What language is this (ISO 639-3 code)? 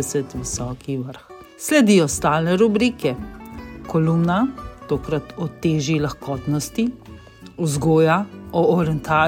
slv